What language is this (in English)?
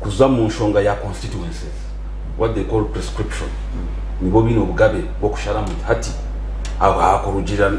Nyankole